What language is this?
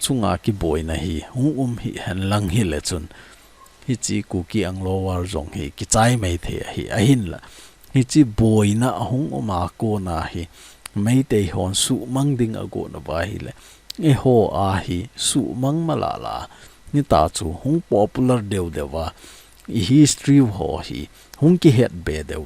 Thado Chin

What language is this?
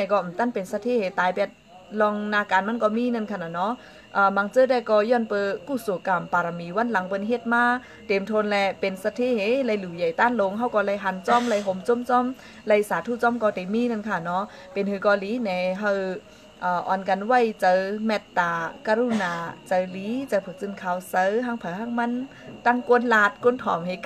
Shan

